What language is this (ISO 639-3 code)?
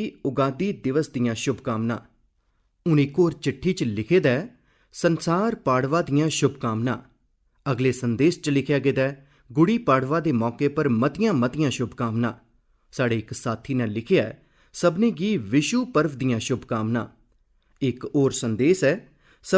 doi